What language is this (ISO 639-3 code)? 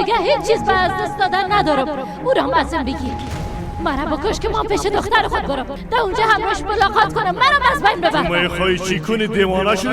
fas